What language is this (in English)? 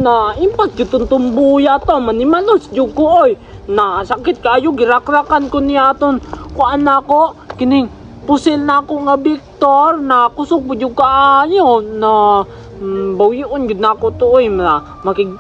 Cebuano